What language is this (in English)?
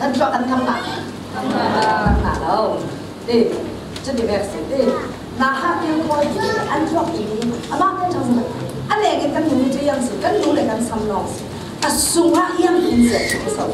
Falam Chin